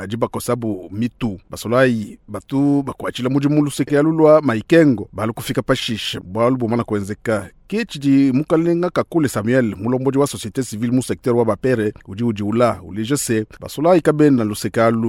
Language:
Luba-Lulua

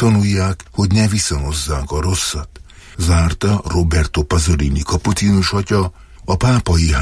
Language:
Hungarian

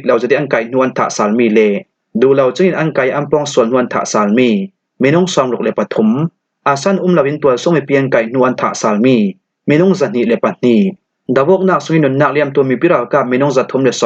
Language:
Falam Chin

